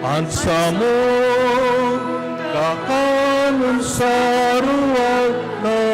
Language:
Bikol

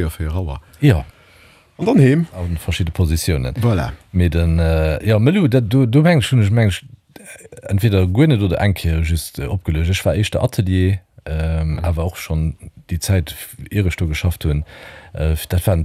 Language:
Luxembourgish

